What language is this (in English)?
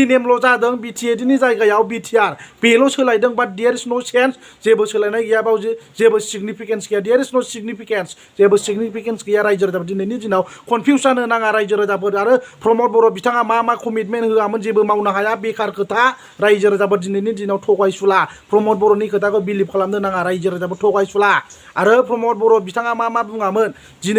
Bodo